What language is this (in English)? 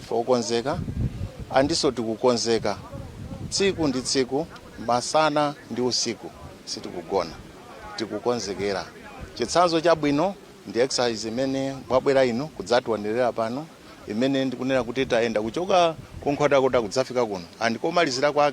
Nyanja